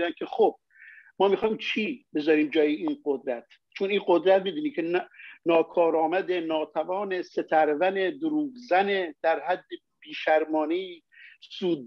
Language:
Persian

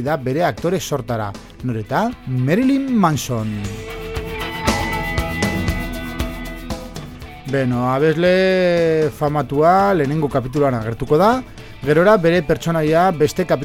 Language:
Basque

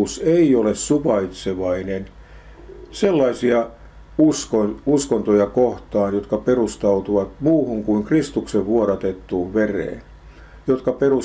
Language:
Finnish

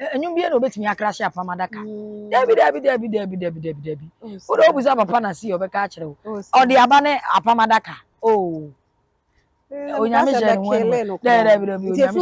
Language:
Akan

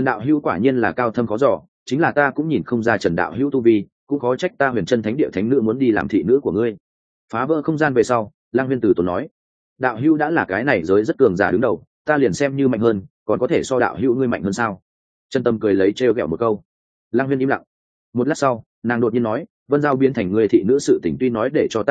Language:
Vietnamese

